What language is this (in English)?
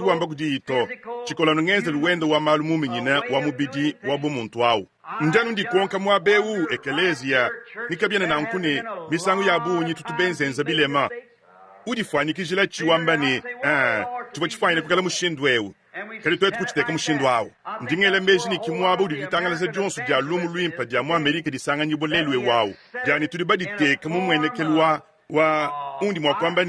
Luba-Lulua